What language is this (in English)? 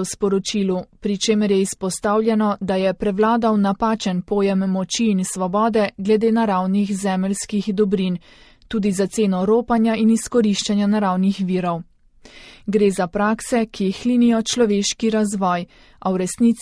Slovenian